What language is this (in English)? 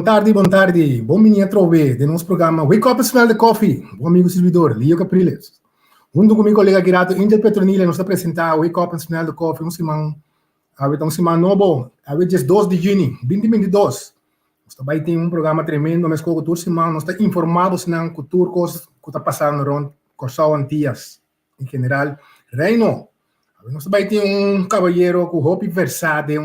Papiamento